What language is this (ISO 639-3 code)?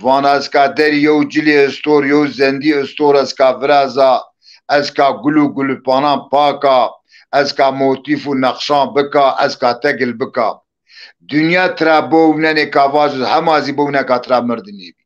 zza